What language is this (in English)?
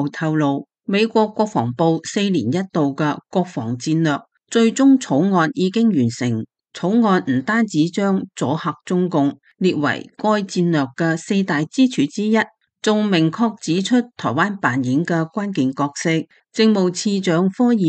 Cantonese